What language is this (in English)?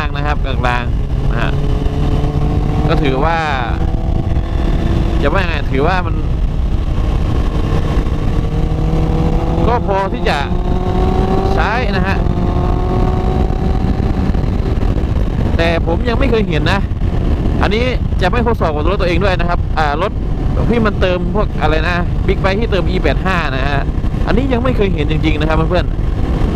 Thai